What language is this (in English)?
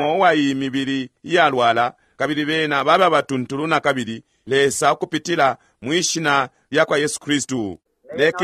Bemba